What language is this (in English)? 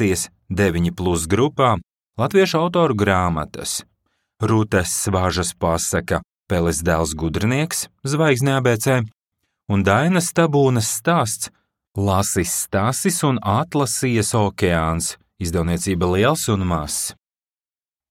Latvian